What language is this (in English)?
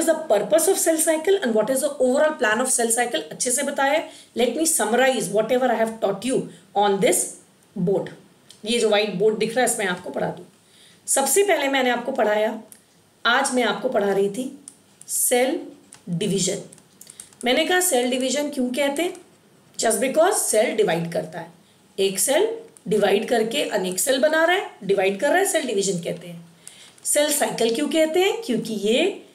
Hindi